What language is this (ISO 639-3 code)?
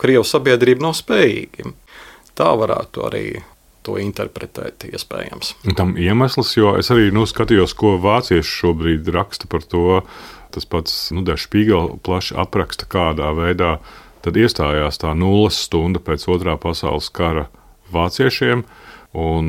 lav